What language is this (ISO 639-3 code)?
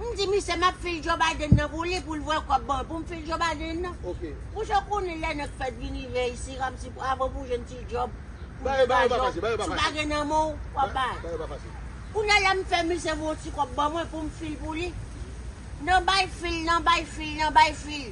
hat